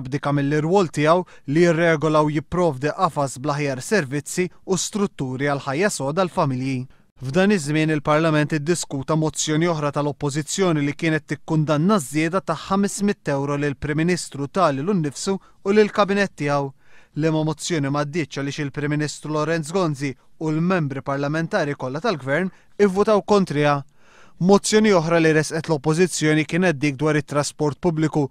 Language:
Maltese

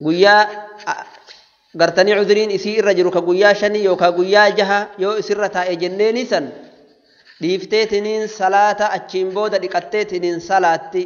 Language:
Oromo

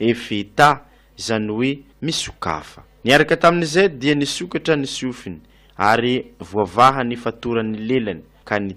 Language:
Malagasy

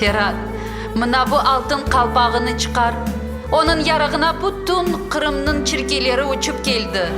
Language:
Crimean Tatar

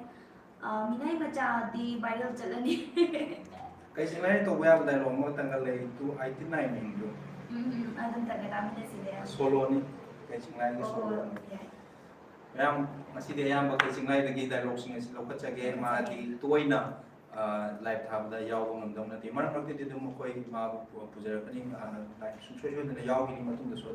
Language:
Manipuri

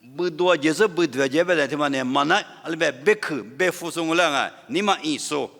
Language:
Lisu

